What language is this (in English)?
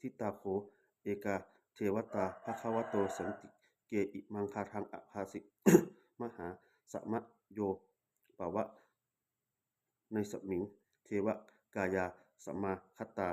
Pali